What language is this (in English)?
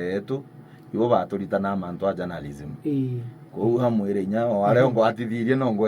Meru